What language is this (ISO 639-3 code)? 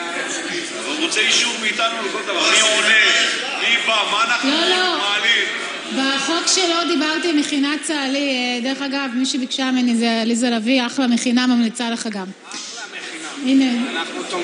heb